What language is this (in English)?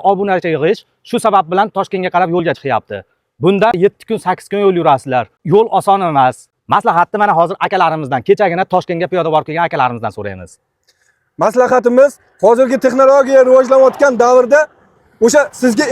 Uzbek